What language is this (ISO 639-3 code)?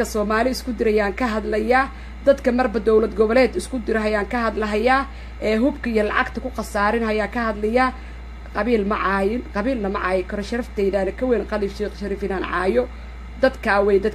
som